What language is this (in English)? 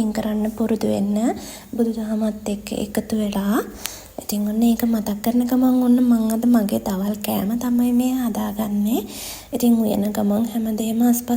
Sinhala